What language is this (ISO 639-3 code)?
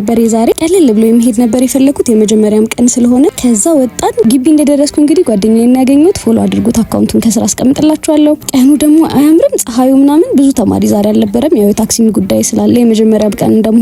amh